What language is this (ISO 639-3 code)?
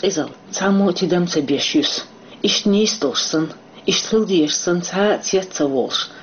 che